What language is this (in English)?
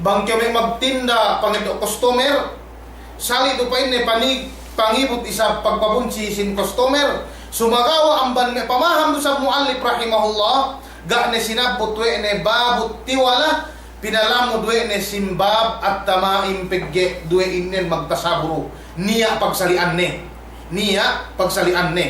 Yakan